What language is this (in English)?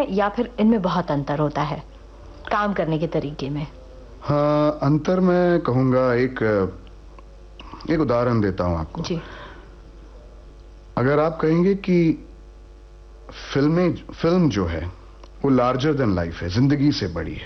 Hindi